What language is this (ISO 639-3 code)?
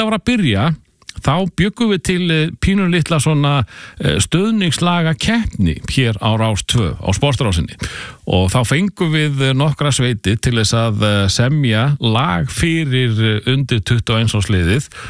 isl